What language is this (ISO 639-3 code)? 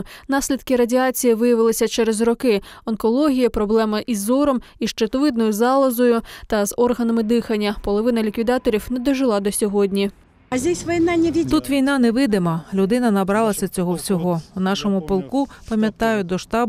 ukr